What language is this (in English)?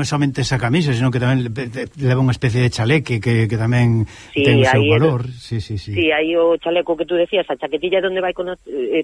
Galician